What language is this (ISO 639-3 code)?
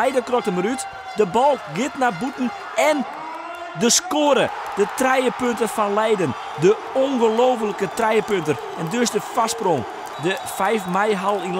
fry